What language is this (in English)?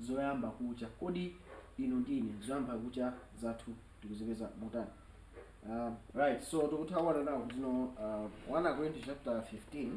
Nyanja